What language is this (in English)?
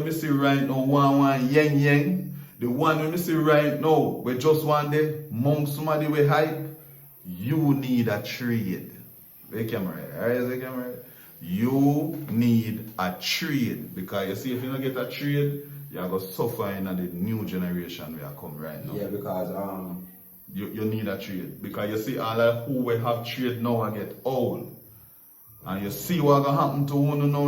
Jamaican Creole English